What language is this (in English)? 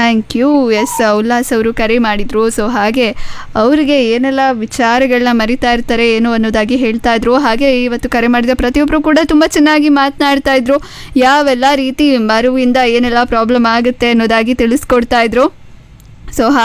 Kannada